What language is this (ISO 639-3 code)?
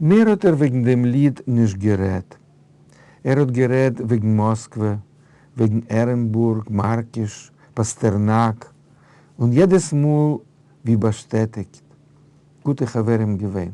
yid